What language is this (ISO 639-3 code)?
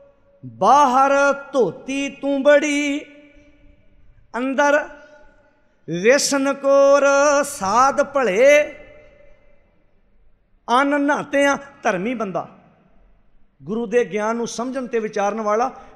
pan